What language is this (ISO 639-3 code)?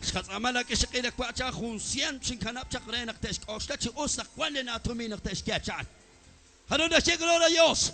kek